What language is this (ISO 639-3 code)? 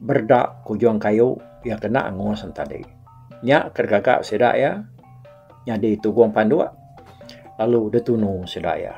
iba